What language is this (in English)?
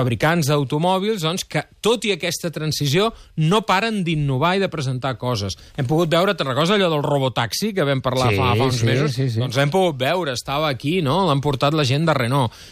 Catalan